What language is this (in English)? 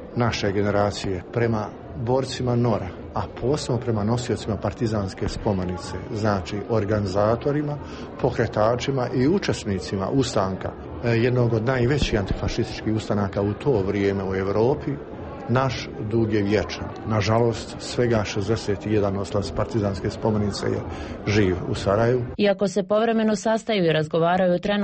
Bosnian